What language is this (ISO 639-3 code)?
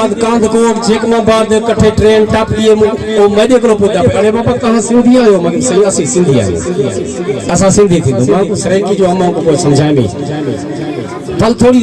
skr